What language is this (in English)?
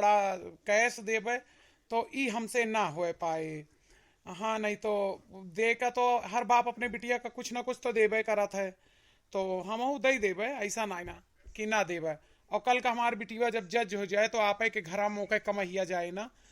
Awadhi